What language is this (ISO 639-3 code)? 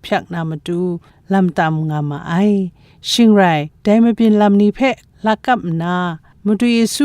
kac